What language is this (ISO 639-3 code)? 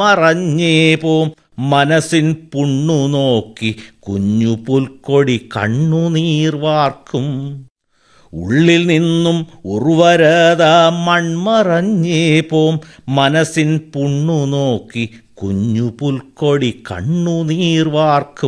mal